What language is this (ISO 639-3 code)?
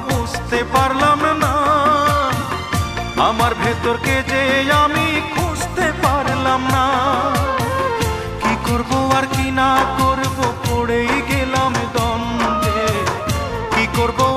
ben